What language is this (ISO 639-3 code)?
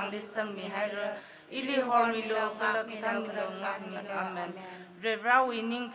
nmf